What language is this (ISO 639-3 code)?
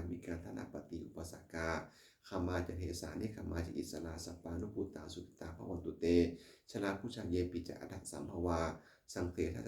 pli